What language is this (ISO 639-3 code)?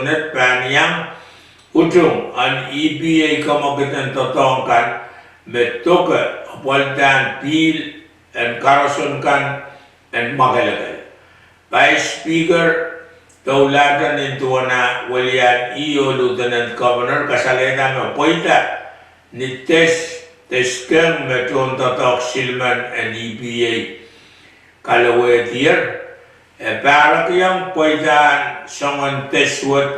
pon